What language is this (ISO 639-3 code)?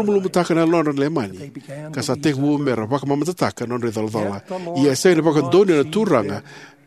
fij